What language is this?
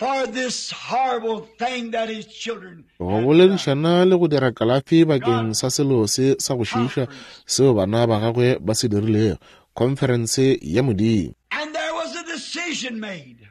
Northern Sotho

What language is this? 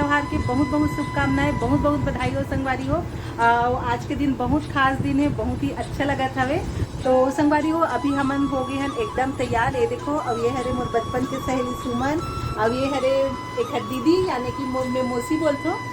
Chhattisgarhi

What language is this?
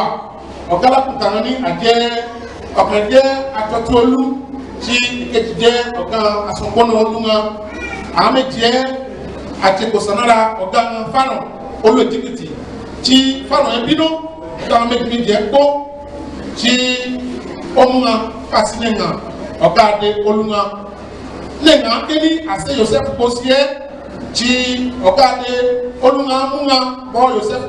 Ifè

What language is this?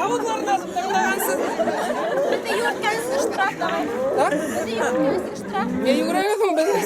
Bashkir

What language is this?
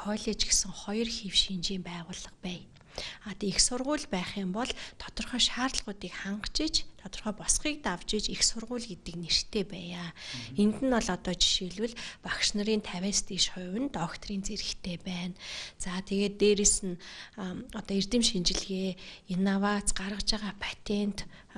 Mongolian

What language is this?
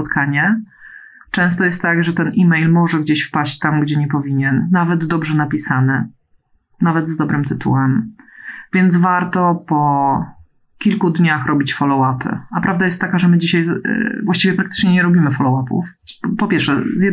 Polish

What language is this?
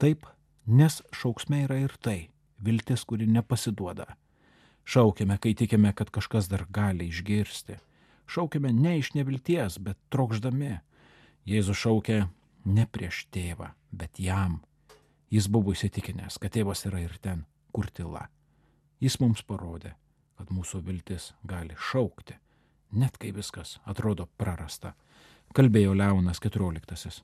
Lithuanian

